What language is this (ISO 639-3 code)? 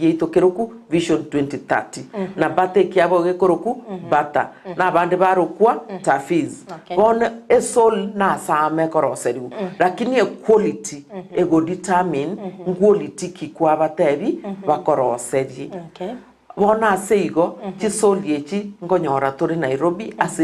guz